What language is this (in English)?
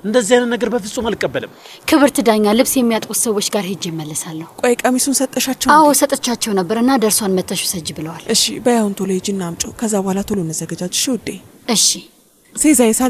Amharic